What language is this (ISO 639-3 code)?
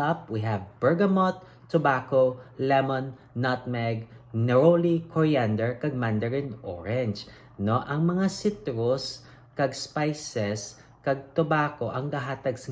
hil